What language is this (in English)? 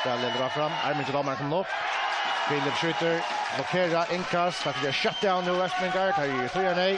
Faroese